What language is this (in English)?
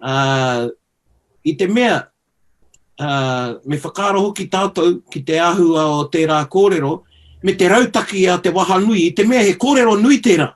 Māori